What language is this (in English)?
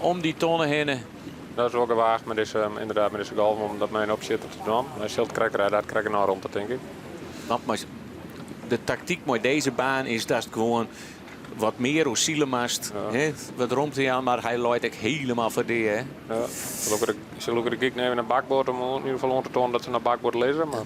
Western Frisian